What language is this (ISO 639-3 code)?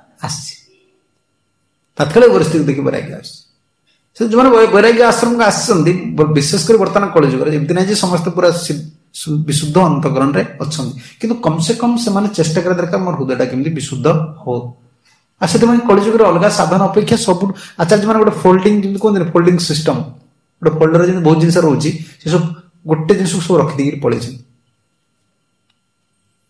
ori